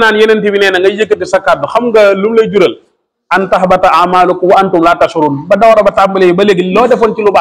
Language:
Wolof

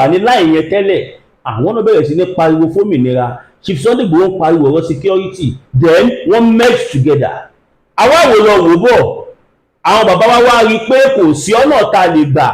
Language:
Yoruba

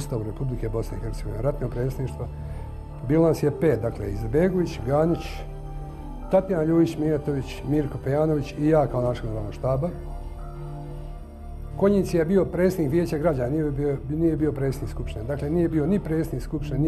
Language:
Bosnian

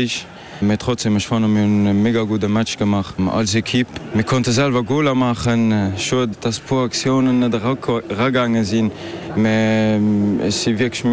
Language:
Luxembourgish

